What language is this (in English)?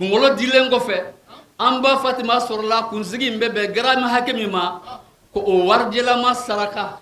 Bambara